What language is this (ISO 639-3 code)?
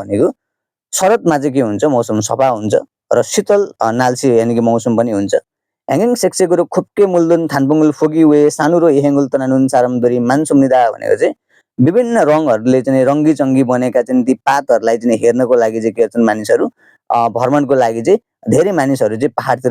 nep